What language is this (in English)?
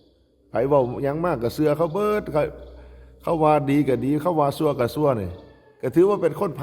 Northeastern Thai